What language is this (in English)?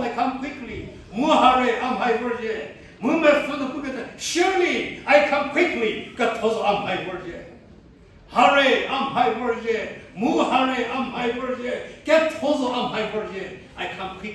Angami Naga